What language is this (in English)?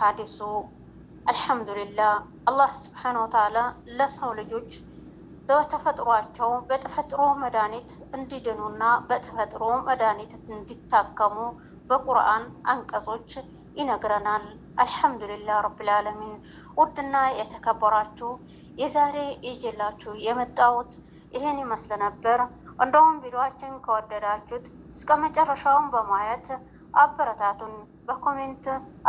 Amharic